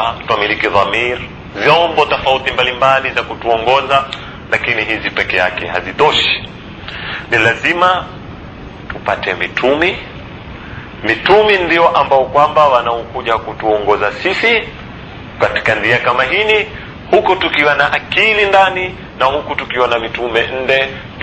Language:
Swahili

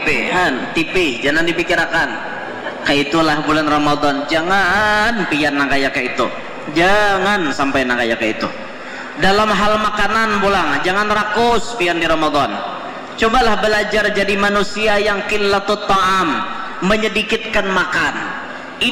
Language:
Banjar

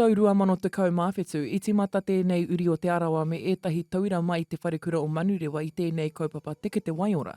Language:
Māori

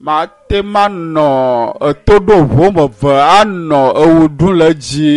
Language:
Ewe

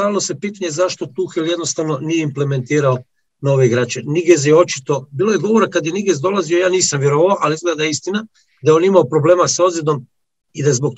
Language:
Croatian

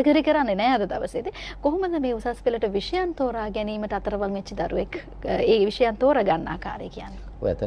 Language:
Sinhala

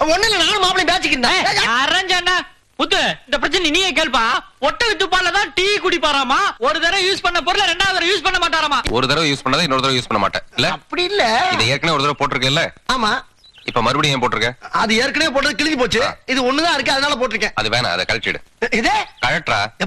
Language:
Tamil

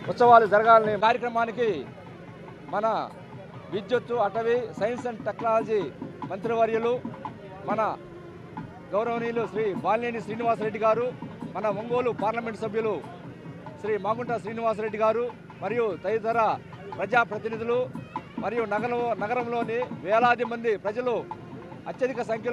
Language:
Telugu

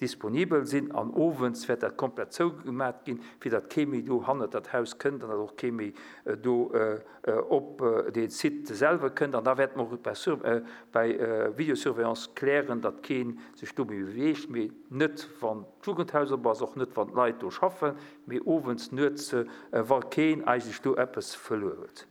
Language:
Luxembourgish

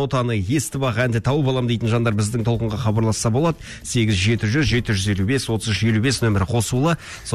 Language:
Kazakh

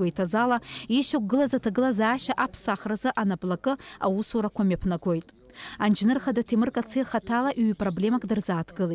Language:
Abkhazian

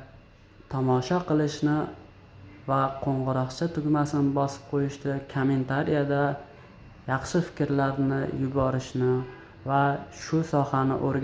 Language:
Uzbek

